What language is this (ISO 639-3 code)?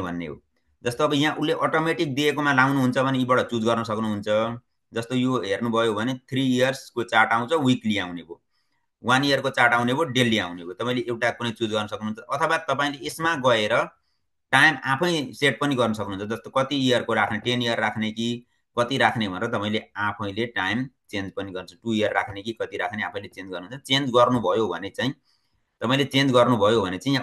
nep